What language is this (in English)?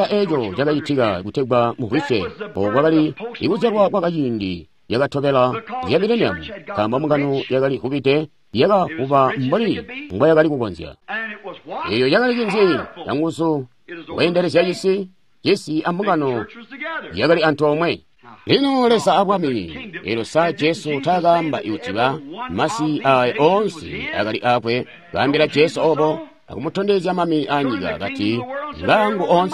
Tonga (Zambia)